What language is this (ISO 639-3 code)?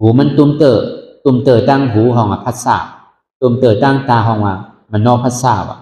shn